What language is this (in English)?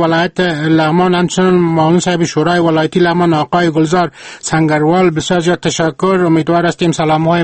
Persian